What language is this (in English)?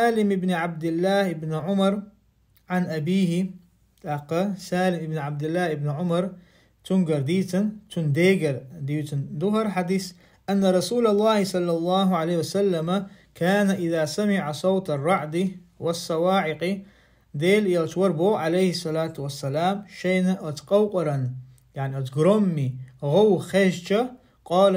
Chechen